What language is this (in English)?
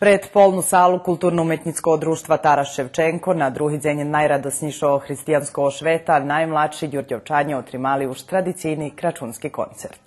Rusyn